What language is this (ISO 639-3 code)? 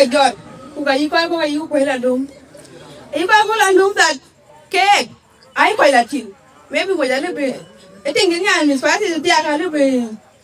din